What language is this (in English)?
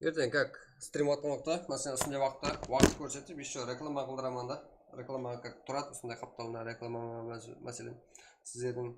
Kara-Kalpak